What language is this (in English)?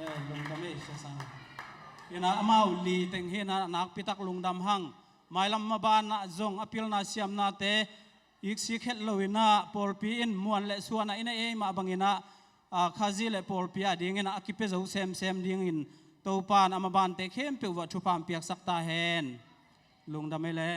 Tedim Chin